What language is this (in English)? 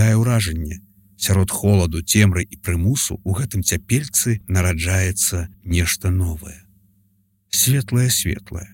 Belarusian